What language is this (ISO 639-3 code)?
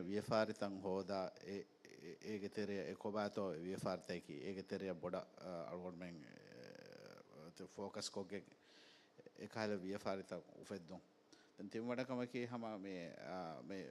div